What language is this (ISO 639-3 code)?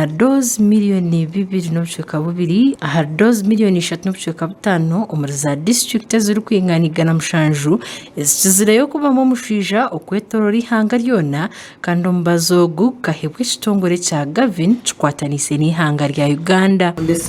nyn